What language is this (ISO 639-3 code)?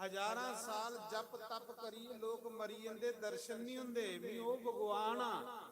doi